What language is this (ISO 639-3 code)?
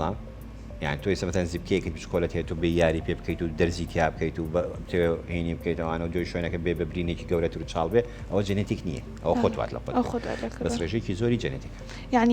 ckb